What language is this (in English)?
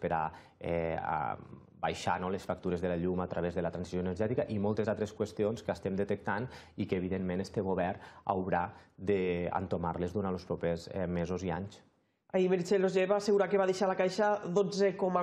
Catalan